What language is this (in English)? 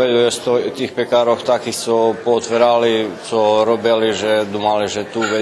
Rusyn